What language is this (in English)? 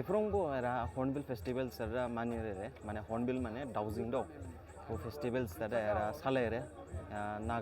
Dimasa